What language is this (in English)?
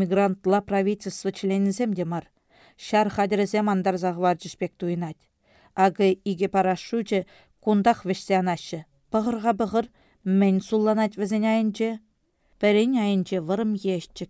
Chuvash